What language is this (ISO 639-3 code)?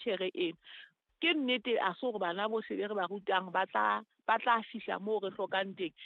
sot